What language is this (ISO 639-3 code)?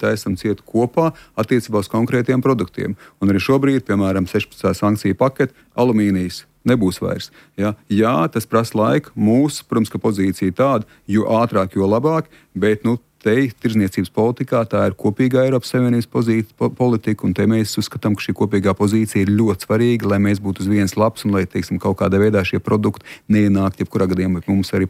lav